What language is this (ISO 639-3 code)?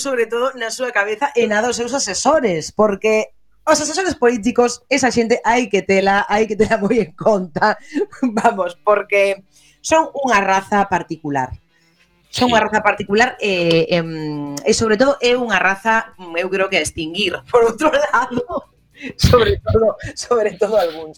glg